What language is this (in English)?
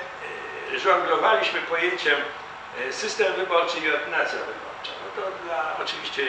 Polish